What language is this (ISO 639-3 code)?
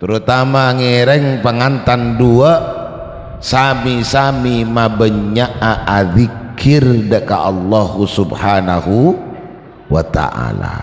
mad